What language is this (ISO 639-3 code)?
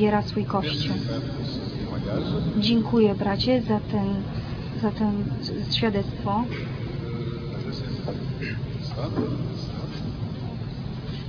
pol